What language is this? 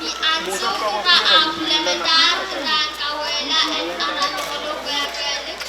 Pohnpeian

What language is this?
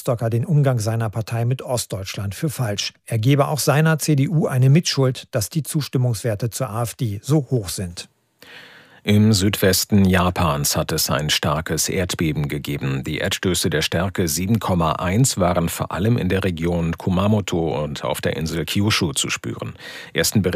German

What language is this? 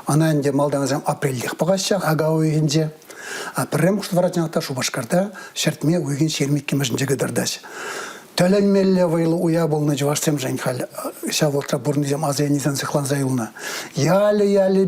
Chuvash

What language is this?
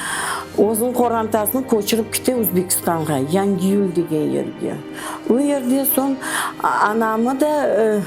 Crimean Tatar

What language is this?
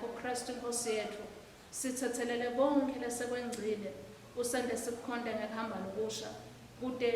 Swati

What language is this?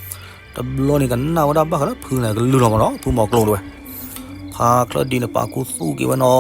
S'gaw Karen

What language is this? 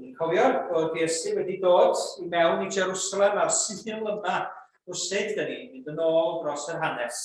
Welsh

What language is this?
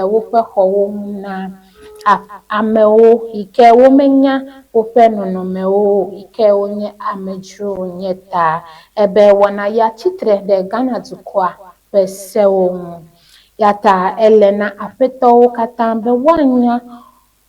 Ewe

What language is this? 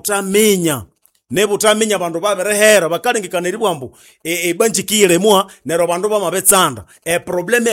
Nande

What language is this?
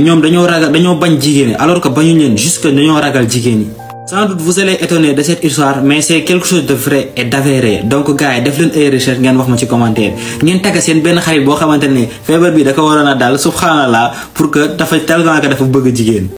Wolof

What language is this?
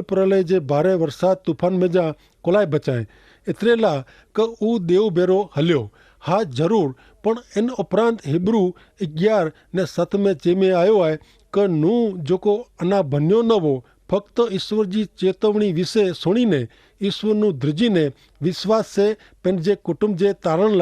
Kachhi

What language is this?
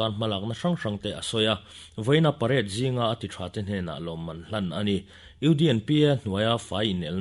Mizo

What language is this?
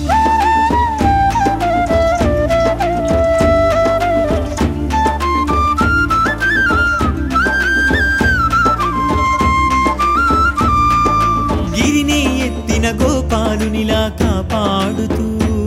Telugu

